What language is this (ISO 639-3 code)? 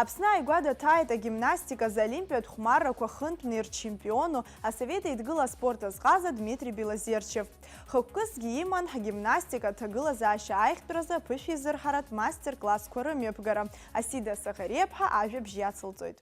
abk